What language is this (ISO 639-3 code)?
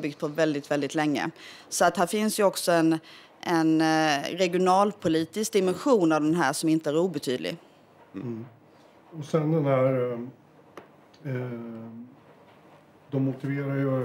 swe